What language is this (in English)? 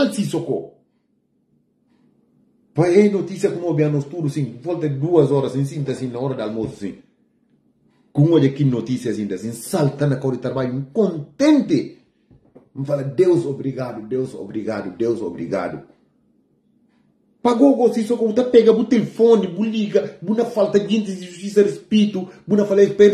Portuguese